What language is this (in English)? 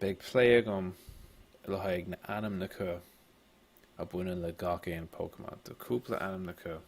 Irish